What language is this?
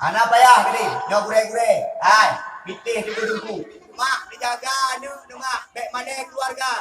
Achinese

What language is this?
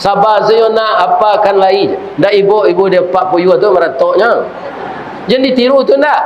Minangkabau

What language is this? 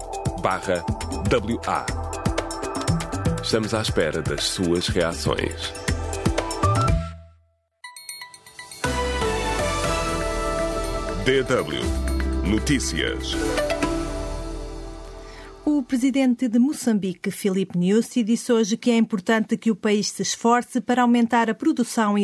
Portuguese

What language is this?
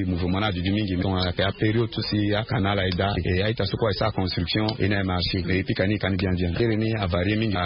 Sango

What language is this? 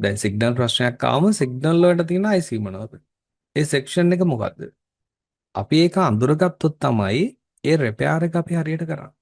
Sinhala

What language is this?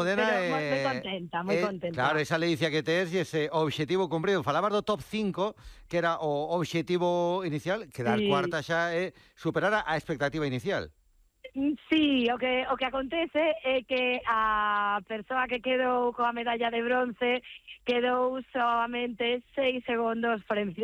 Galician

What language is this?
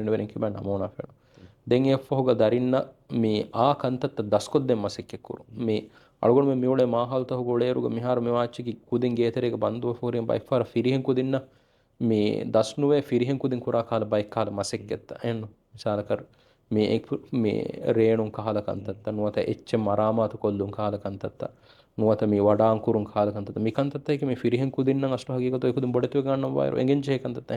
Divehi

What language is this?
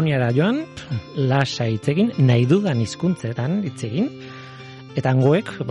Basque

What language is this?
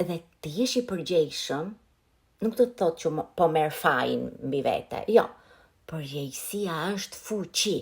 Albanian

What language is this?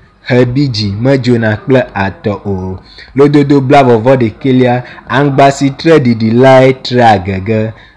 Ewe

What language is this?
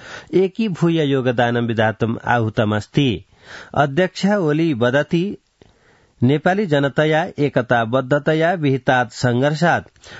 Sanskrit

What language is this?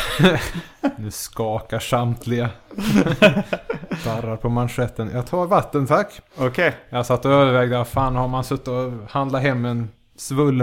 Swedish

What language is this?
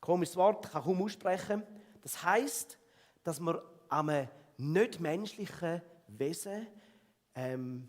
Swiss German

